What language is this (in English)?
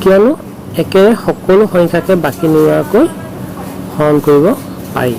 Assamese